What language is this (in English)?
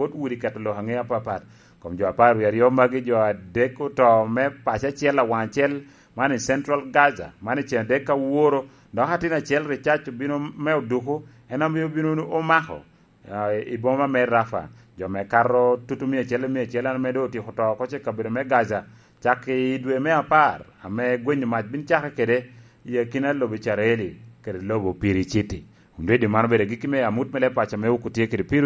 Lango (Uganda)